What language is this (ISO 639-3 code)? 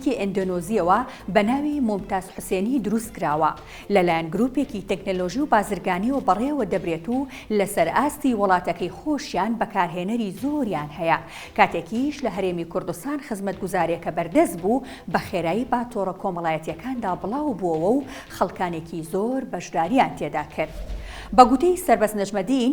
ckb